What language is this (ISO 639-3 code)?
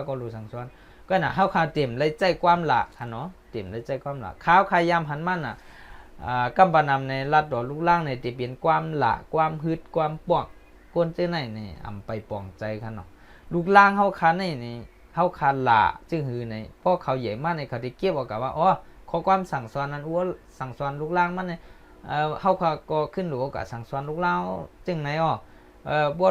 shn